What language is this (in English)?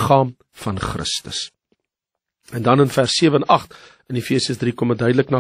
Afrikaans